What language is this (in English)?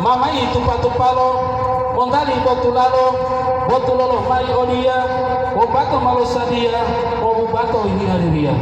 Gorontalo